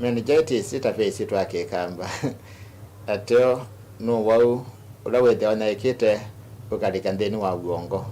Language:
Kamba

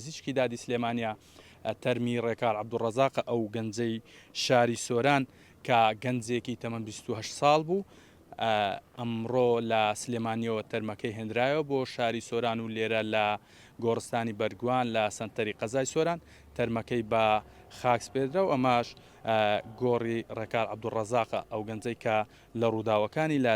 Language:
Central Kurdish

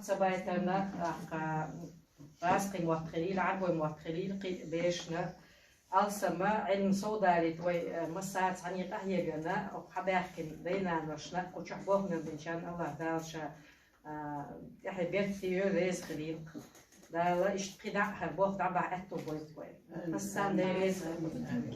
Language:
Chechen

